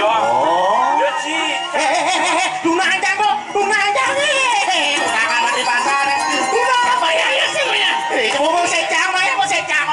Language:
Balinese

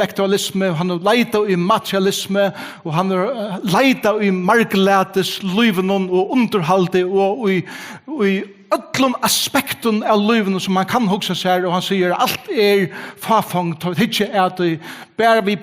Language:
Faroese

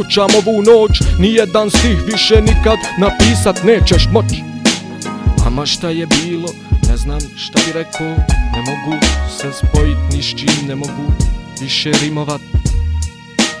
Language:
Bosnian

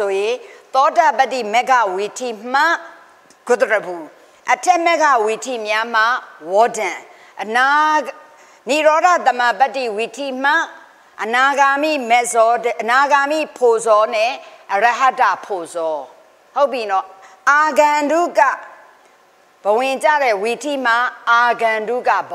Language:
Burmese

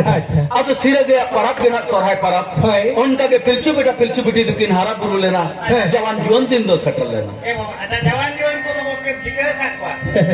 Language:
Santali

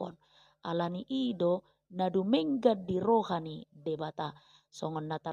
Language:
Batak Toba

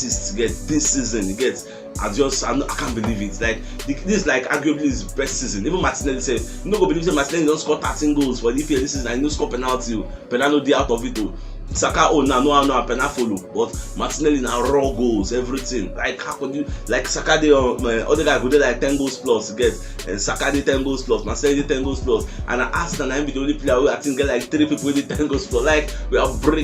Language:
Nigerian Pidgin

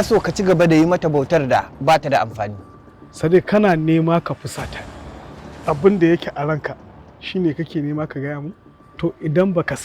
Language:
Hausa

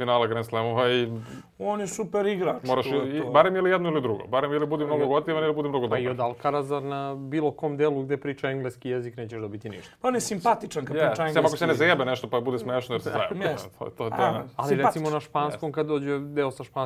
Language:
Serbian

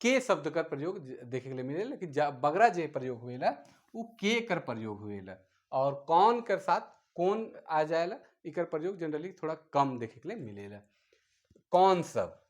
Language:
Sadri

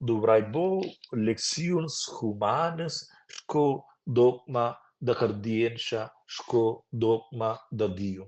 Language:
Romansh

